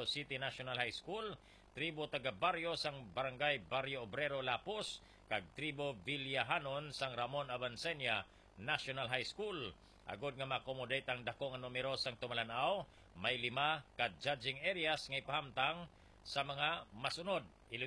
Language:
Hiligaynon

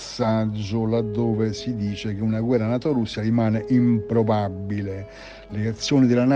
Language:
Italian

